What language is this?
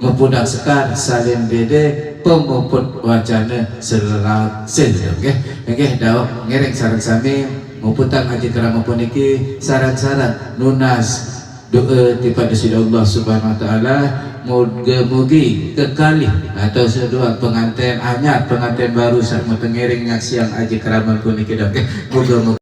Sasak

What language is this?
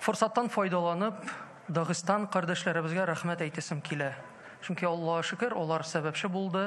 Tatar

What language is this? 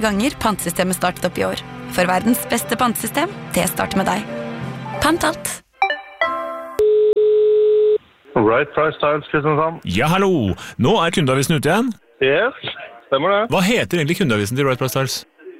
Norwegian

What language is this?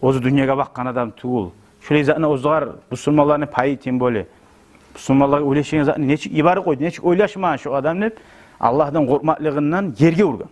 Kumyk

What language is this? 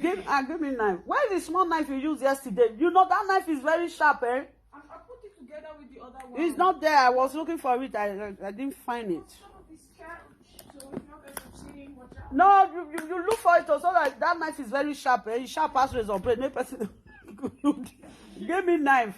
Nigerian Pidgin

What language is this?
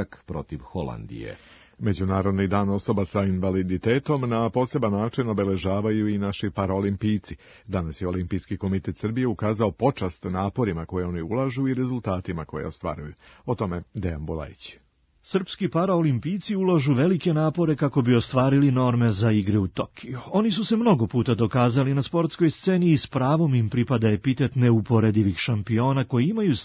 Serbian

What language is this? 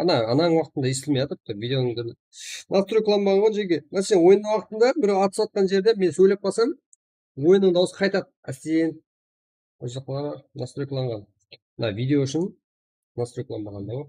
Kara-Kalpak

